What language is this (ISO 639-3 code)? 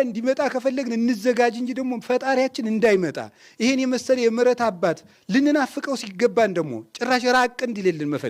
amh